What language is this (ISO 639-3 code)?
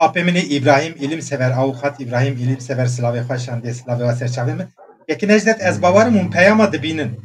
kur